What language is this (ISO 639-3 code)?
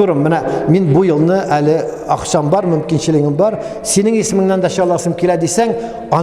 tat